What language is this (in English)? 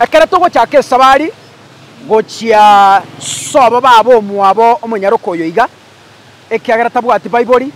Gusii